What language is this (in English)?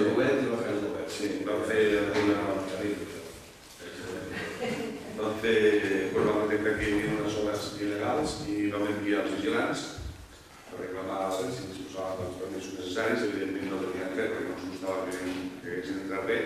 Catalan